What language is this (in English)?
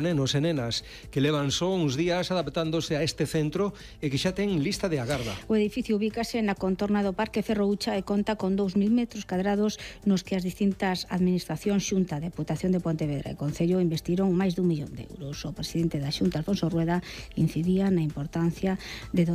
Galician